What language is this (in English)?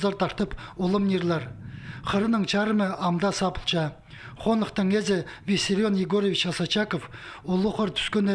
Khakas